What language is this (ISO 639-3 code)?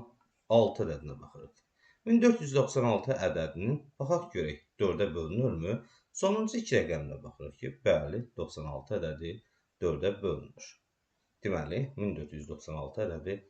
aze